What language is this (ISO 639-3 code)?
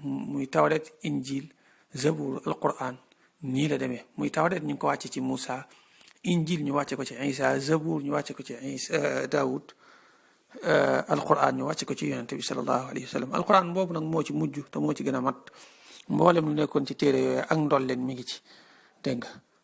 wol